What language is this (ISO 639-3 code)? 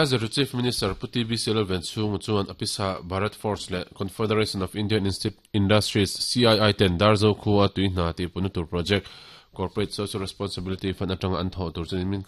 lus